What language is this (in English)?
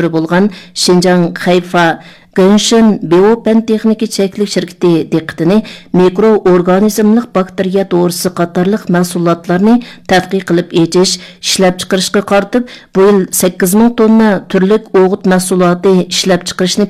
Uyghur